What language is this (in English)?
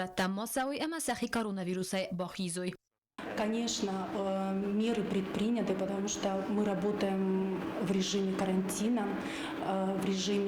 Ossetic